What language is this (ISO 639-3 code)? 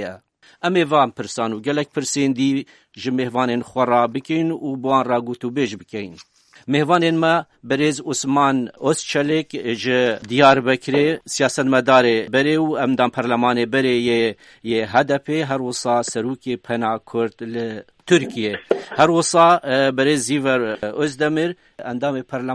kur